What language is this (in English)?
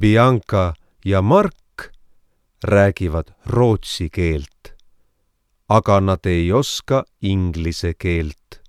Estonian